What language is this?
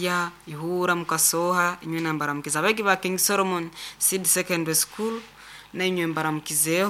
Nyoro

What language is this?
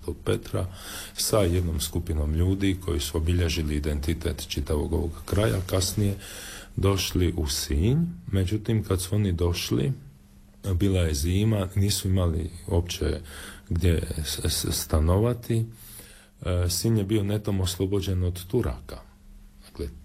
Croatian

